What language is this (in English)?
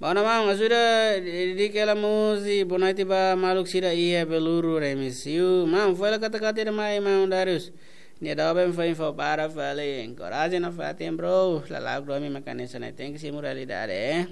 Tetum